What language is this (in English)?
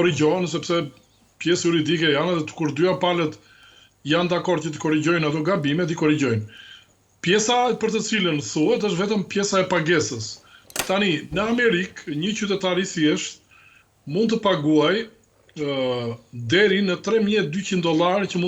Albanian